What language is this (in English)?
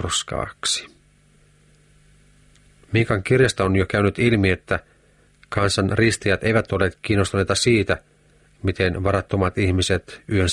Finnish